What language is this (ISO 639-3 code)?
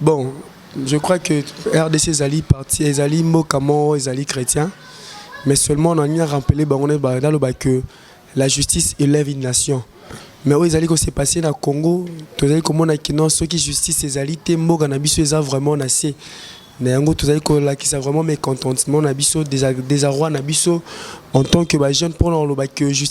lin